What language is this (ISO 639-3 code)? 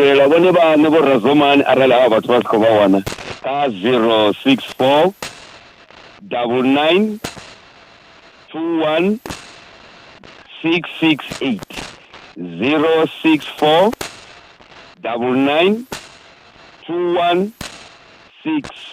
ven